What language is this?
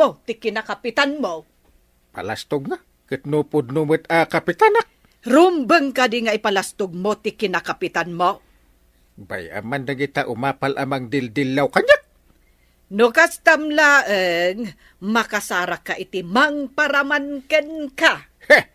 Iloko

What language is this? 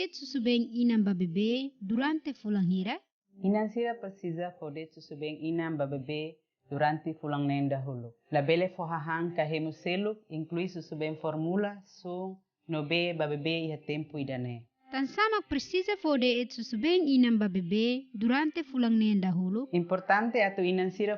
Tetum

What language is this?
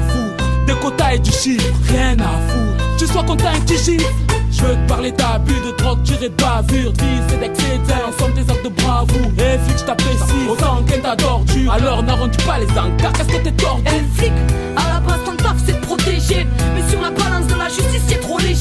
French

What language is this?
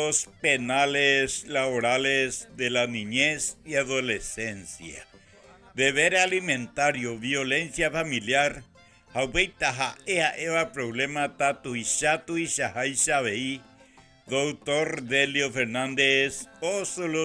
Guarani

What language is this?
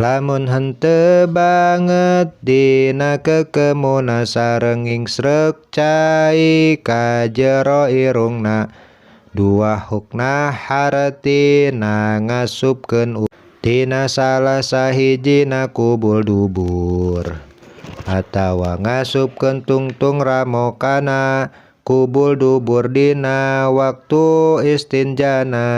Sundanese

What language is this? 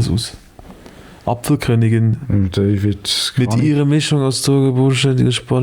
Swiss German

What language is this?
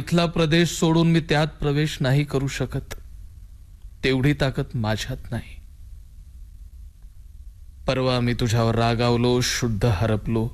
Marathi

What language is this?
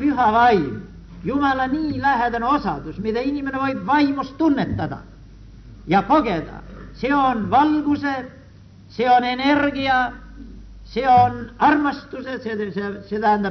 Estonian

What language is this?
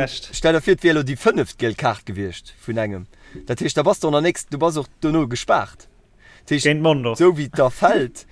Luxembourgish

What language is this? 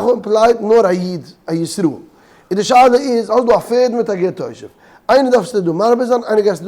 Yiddish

